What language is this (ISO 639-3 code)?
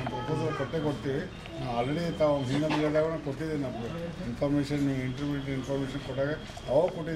kan